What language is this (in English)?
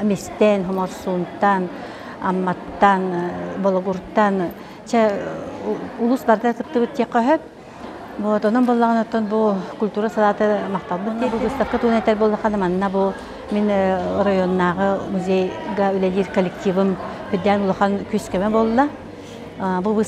Yakut